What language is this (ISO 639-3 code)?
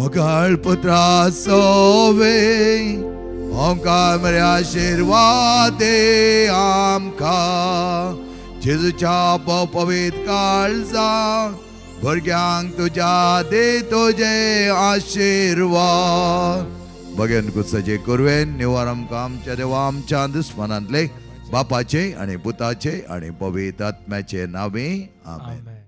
kok